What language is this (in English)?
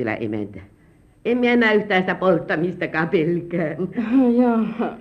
Finnish